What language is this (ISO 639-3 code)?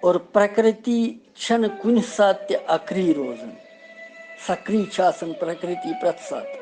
kas